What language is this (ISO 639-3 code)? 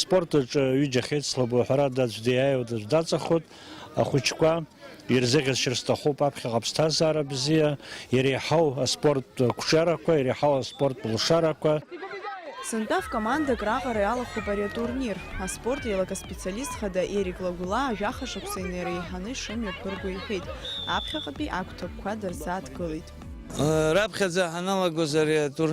abk